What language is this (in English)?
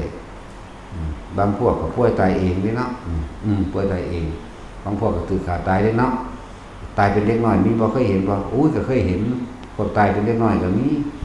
Northeastern Thai